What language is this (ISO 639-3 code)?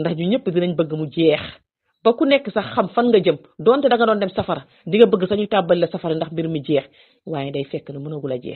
wol